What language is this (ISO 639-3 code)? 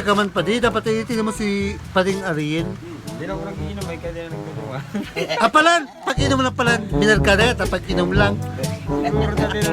bik